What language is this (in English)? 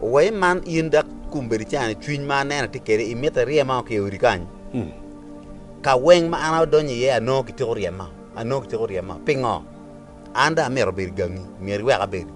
Acoli